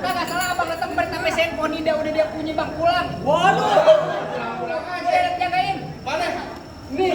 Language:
Betawi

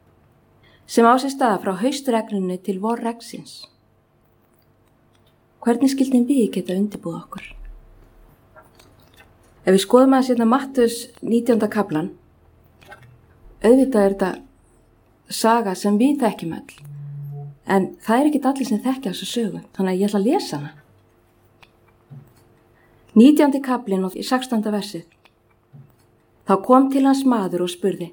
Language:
Icelandic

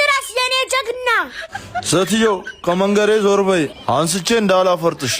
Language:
Amharic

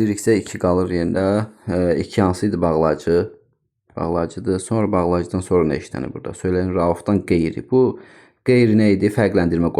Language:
Azerbaijani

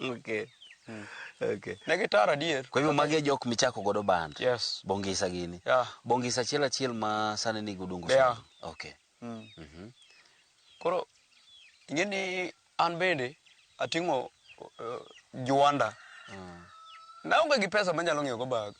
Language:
Luo (Kenya and Tanzania)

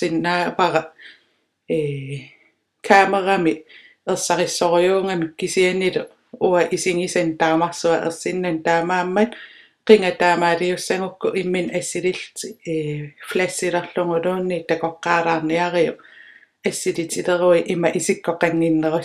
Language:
Kalaallisut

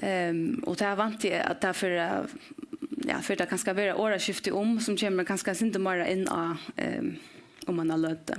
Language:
Faroese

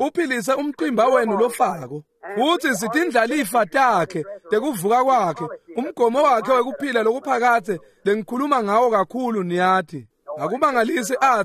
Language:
Swati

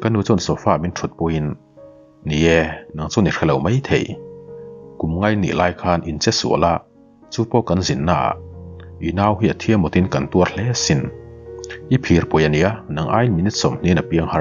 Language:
Mizo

